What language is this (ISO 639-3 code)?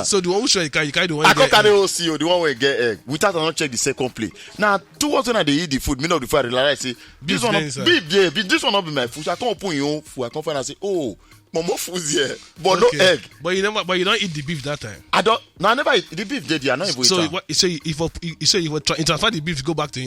pcm